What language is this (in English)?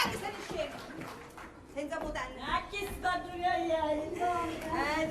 Sicilian